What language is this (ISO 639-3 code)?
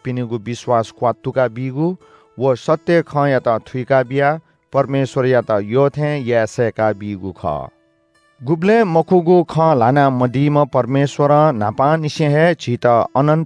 new